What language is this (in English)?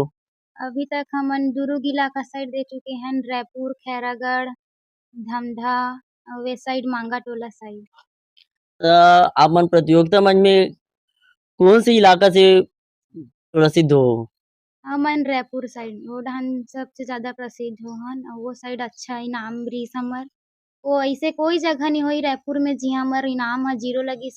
Chhattisgarhi